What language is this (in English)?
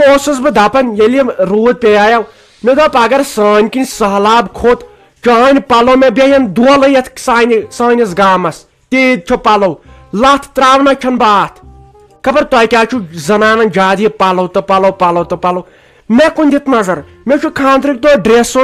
Kashmiri